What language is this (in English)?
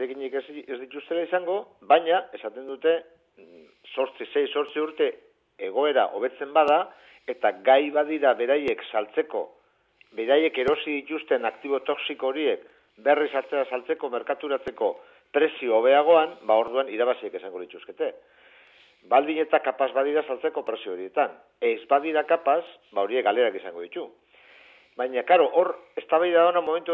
Basque